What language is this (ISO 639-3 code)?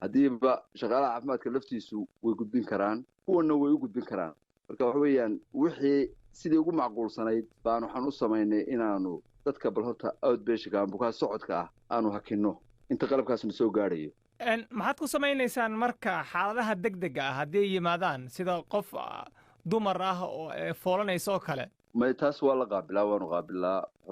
som